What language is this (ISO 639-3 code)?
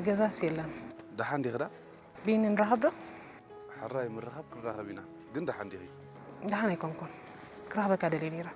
tir